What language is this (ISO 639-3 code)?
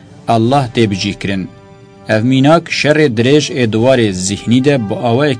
kur